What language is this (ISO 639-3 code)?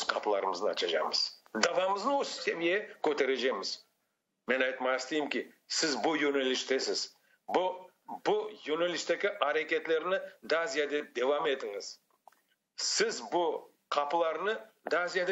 crh